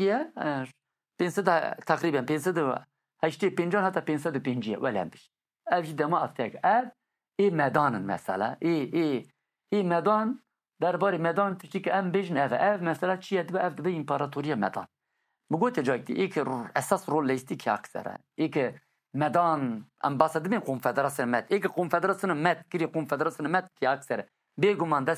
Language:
Kurdish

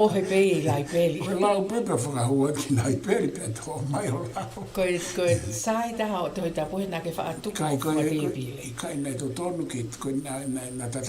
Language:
Tongan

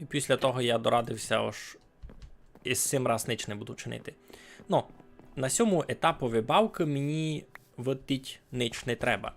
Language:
Rusyn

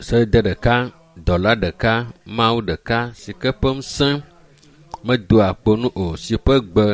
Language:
Ewe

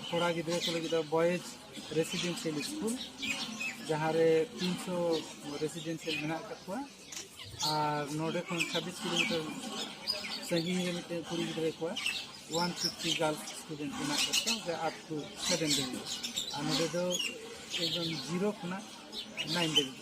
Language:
Santali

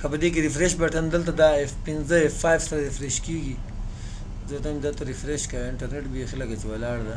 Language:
Pashto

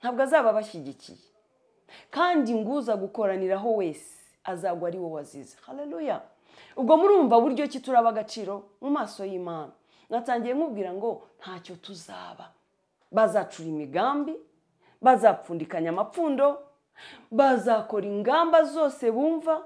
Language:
Kinyarwanda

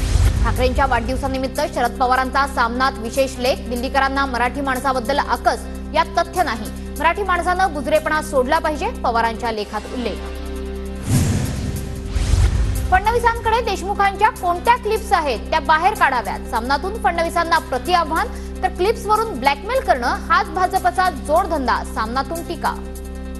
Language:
Marathi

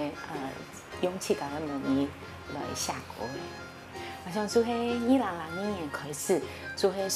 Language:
Hakka Chinese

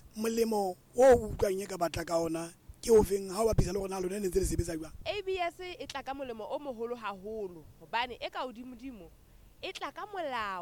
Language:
Southern Sotho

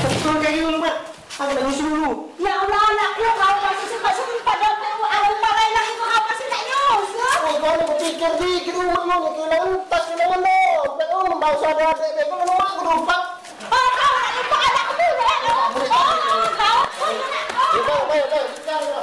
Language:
Musi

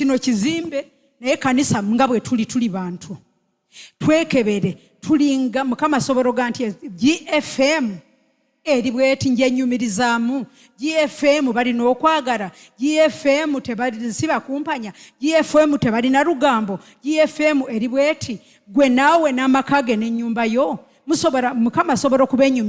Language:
Ganda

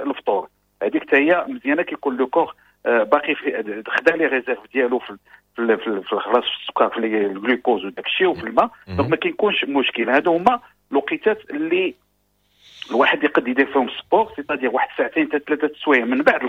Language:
Moroccan Arabic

